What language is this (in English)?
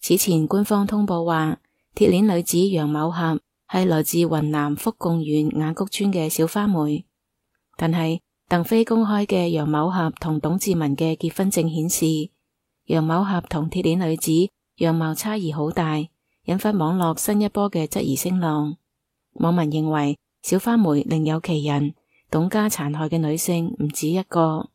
Cantonese